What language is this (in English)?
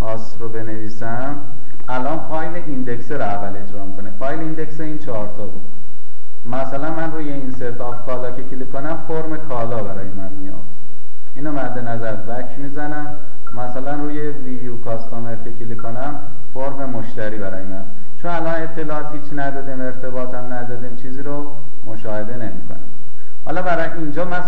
Persian